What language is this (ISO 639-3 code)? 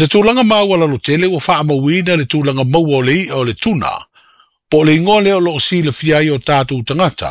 smo